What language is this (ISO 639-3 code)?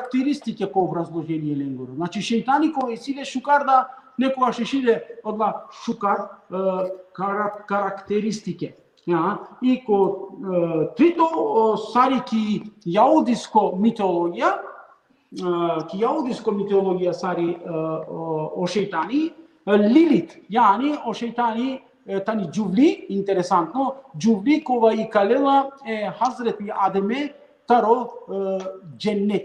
rmn